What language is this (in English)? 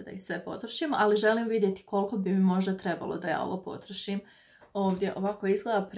Croatian